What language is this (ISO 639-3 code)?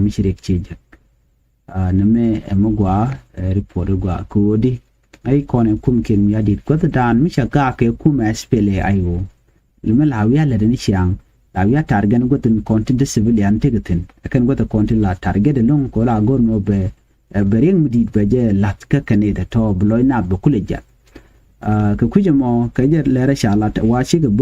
nus